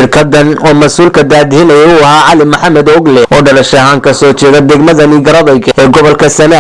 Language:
Somali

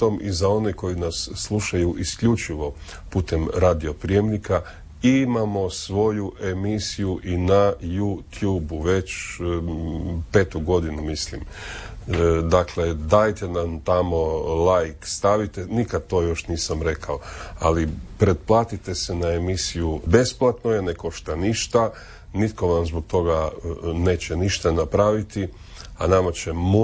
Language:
Croatian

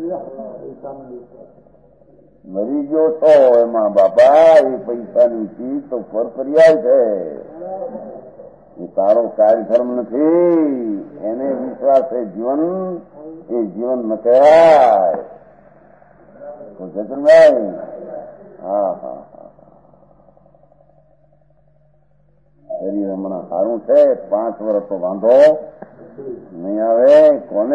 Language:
Gujarati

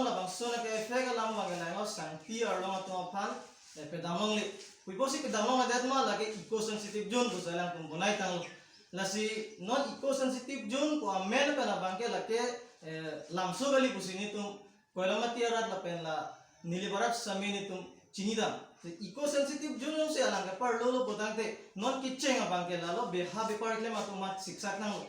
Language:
Karbi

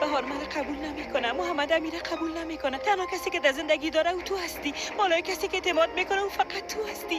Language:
Tajik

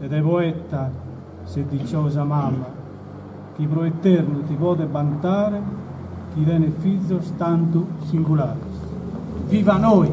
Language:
Sardinian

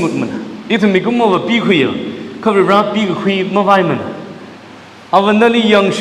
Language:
Tangkhul Naga (India)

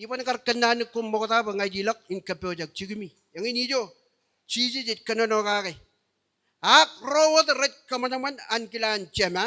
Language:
Marshallese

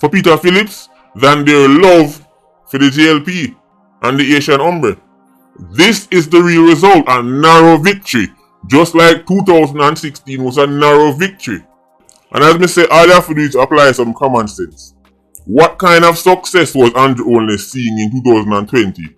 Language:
Jamaican Creole English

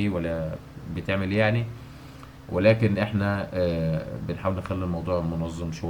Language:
Egyptian Arabic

